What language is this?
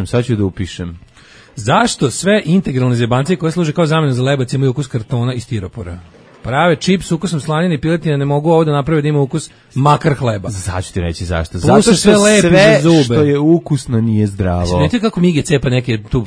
Serbian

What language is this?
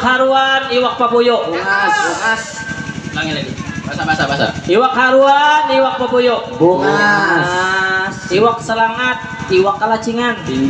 Banjar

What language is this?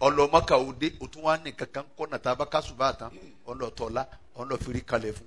Yoruba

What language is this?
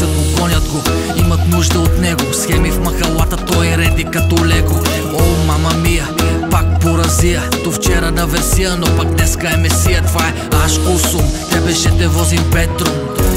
Bulgarian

